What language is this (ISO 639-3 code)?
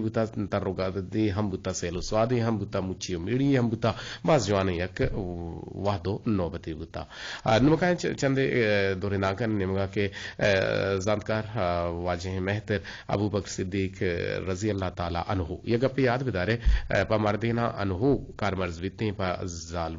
bgp